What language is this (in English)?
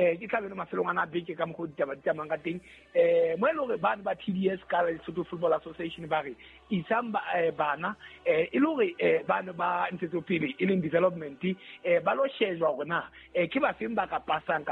Southern Sotho